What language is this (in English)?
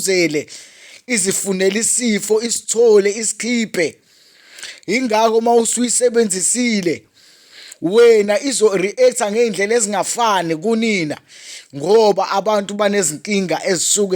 Zulu